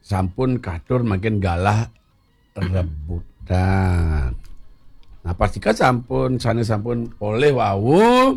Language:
Balinese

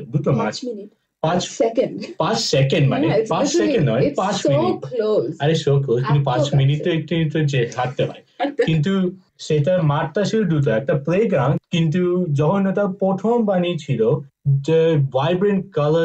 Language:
Bangla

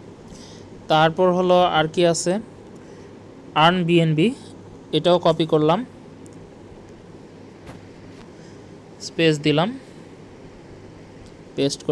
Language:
Bangla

